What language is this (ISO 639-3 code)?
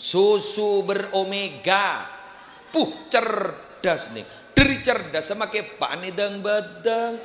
mad